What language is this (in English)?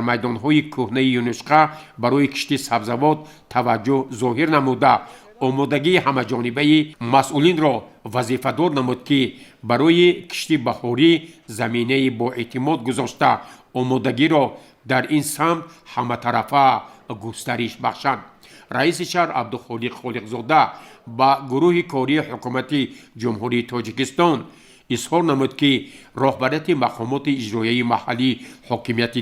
Tajik